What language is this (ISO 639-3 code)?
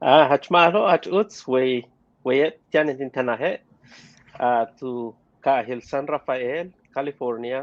yua